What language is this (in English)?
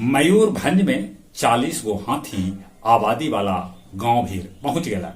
Magahi